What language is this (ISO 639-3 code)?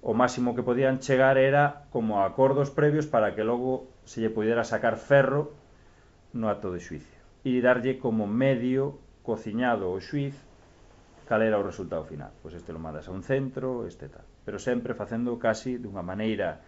glg